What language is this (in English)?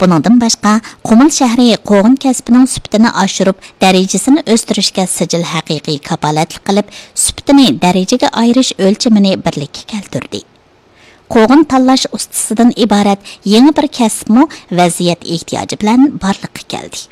Uyghur